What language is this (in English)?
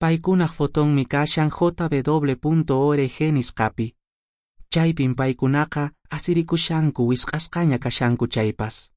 Quechua